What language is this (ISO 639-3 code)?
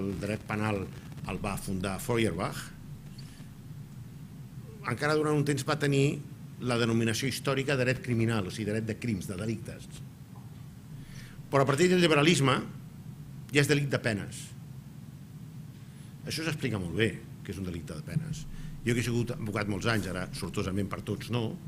cat